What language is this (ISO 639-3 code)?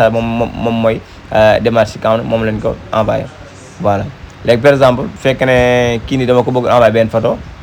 wol